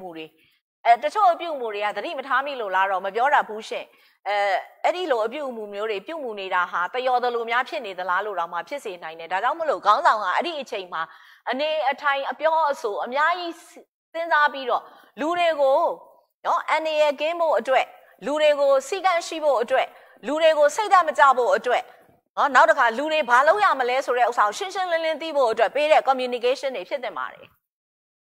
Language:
Burmese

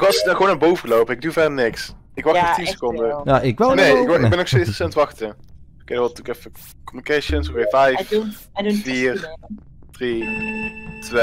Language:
Dutch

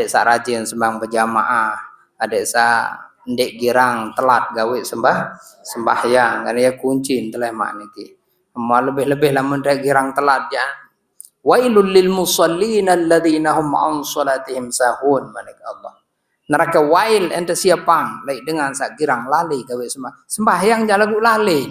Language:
Sasak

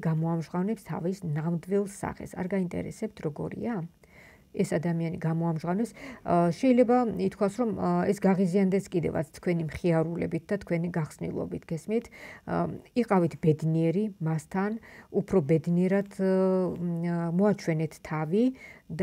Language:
Georgian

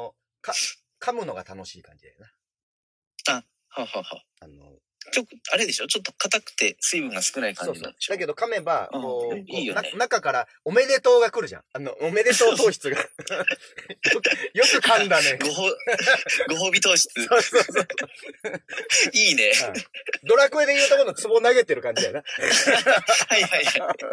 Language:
Japanese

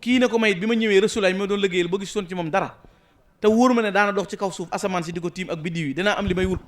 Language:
Wolof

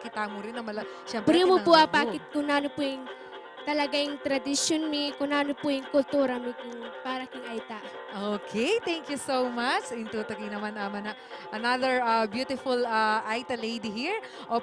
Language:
Pampanga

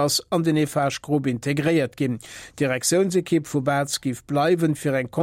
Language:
Luxembourgish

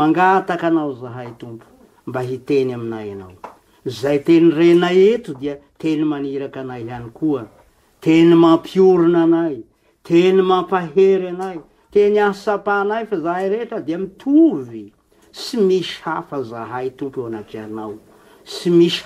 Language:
Malagasy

